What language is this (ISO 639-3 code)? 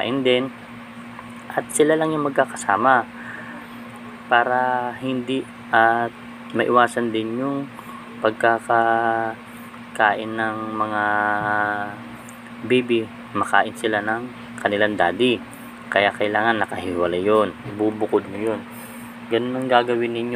fil